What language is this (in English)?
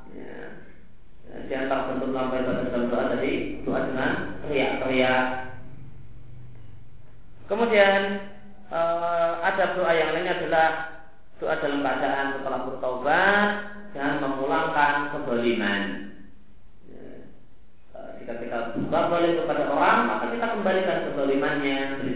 Indonesian